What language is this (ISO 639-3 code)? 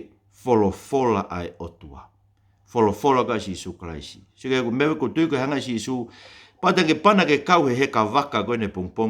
ton